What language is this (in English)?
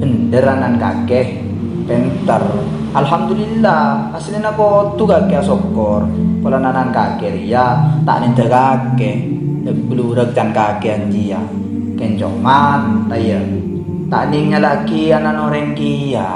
Madurese